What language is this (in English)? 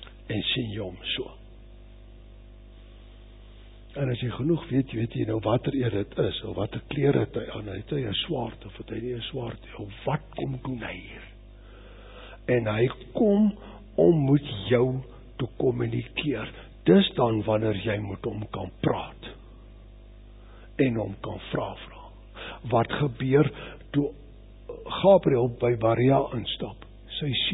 Afrikaans